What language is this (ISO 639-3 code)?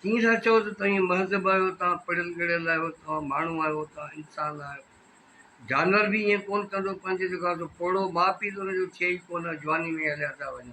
snd